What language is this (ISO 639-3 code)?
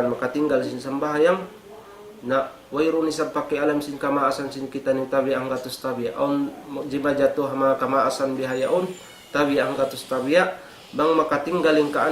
tsg